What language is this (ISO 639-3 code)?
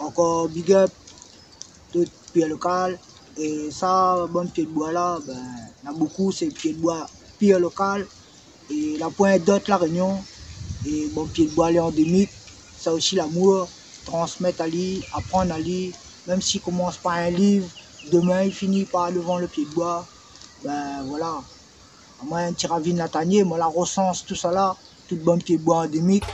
rcf